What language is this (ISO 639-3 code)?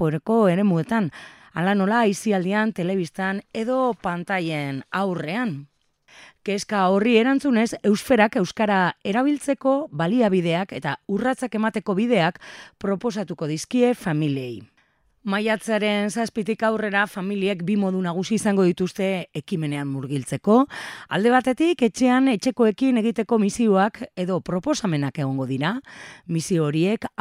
eus